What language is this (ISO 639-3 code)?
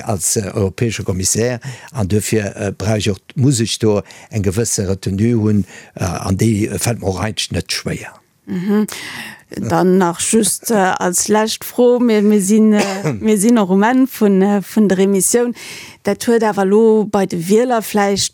ltz